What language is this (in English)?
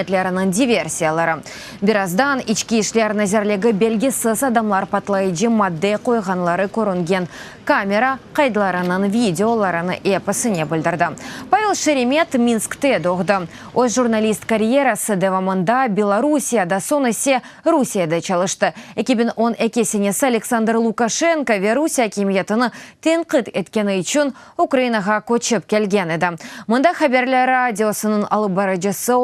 Crimean Tatar